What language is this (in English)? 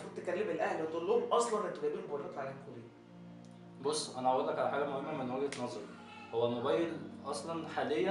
Egyptian Arabic